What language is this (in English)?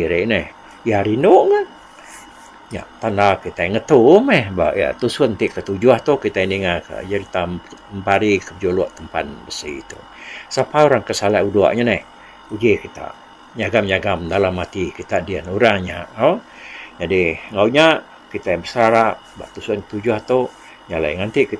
Iban